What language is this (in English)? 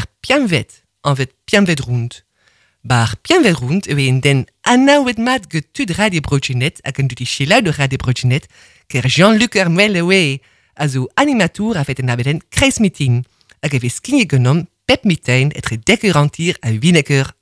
Breton